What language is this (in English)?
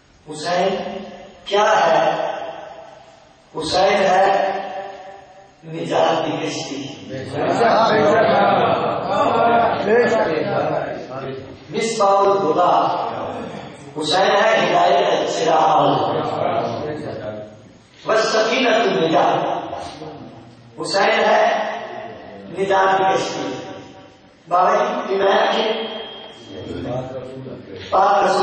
Urdu